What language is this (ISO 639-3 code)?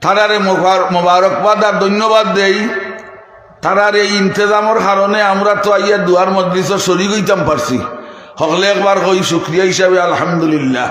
syl